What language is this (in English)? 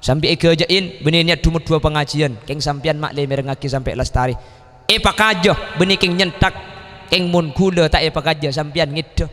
Madurese